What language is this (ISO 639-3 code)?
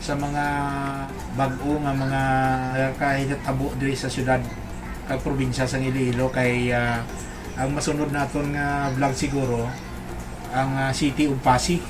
hil